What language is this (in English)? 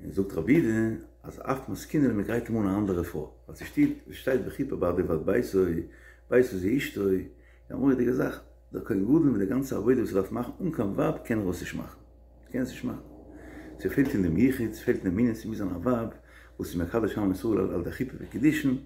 Yiddish